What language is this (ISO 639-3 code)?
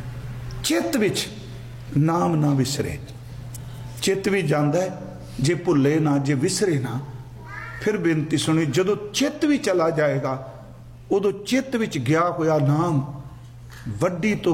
pan